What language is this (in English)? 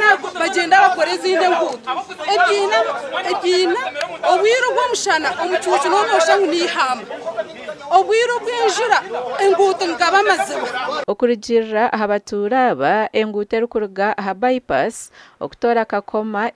Nyankole